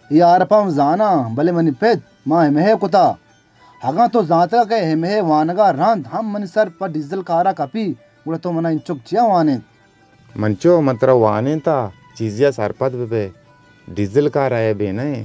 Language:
Baluchi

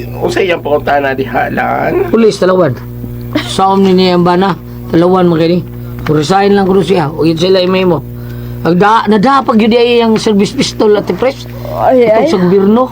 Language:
Cebuano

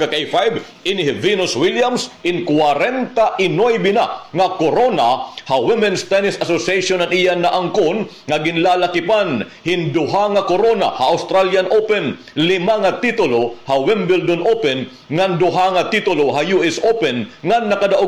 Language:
Waray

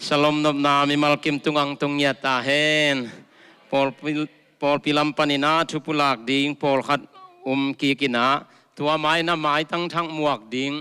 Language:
Tedim Chin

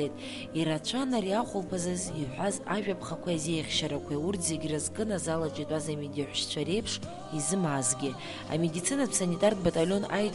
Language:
Abkhazian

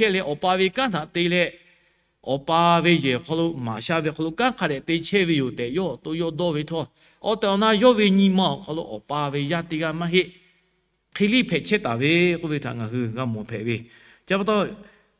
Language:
Lahu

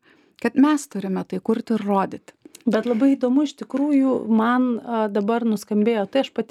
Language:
Lithuanian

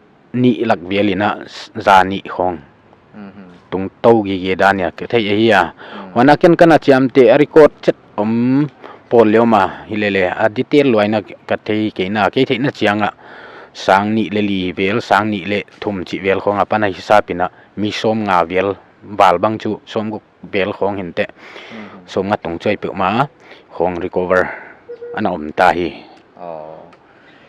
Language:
Paite Chin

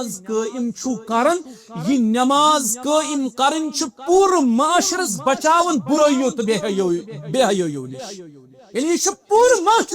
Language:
Kashmiri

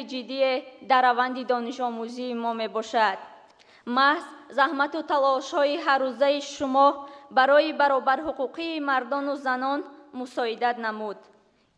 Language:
Tajik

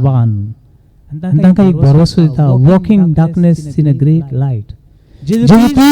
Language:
Konkani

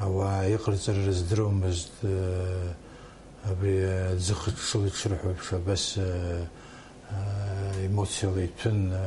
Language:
Abkhazian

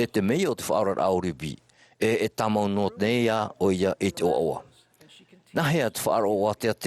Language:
Tahitian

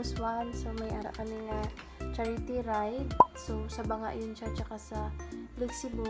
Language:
Hiligaynon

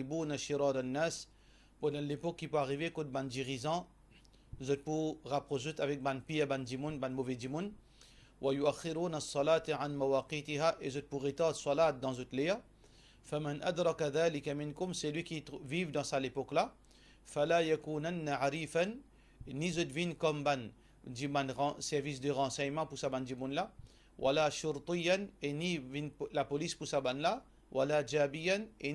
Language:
Morisyen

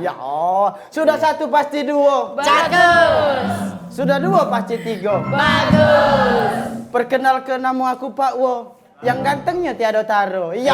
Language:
Musi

